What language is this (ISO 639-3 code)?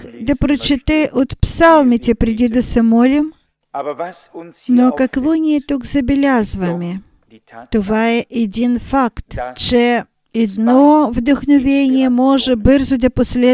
bul